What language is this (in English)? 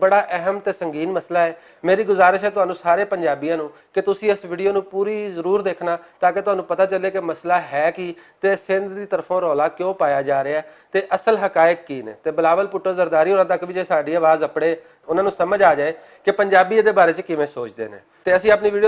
Western Panjabi